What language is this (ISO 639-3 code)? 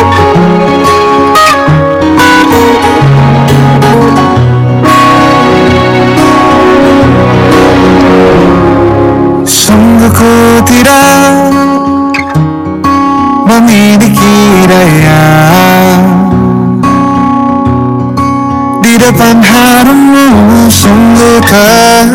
ind